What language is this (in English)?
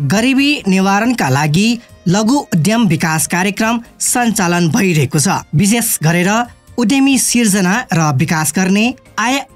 Nepali